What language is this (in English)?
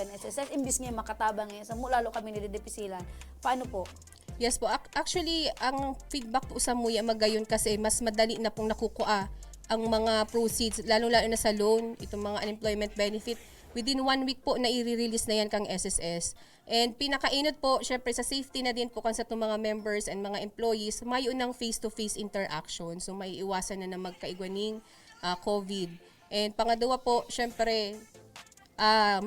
Bikol